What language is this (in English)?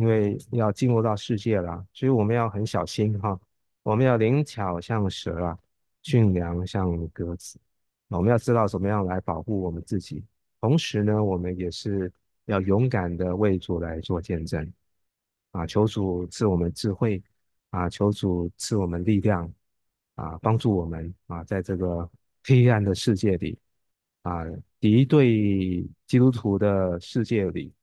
Chinese